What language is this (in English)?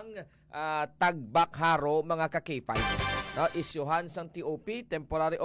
Hiligaynon